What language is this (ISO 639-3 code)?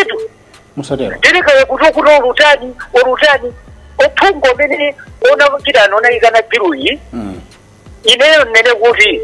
nya